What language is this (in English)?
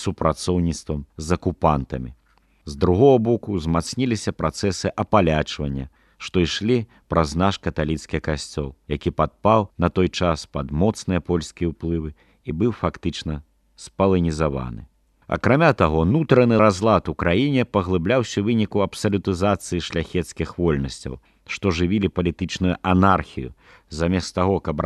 Belarusian